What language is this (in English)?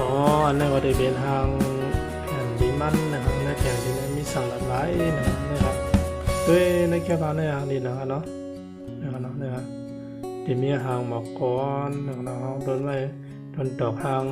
Shan